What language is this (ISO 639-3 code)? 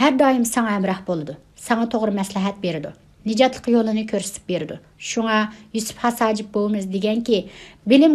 uig